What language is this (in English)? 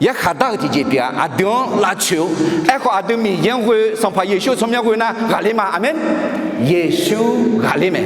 Akha